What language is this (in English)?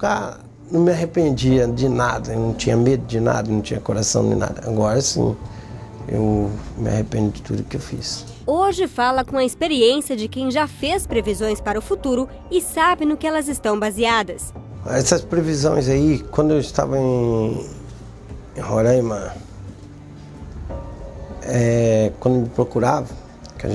Portuguese